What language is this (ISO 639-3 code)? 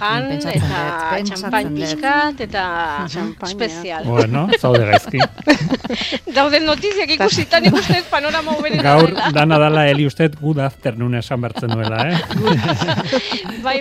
eus